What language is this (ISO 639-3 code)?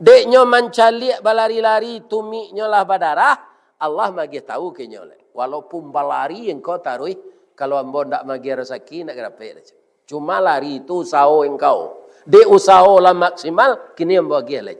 min